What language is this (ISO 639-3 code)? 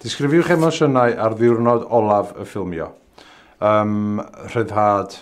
cym